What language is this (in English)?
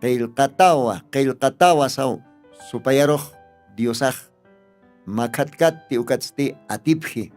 Aymara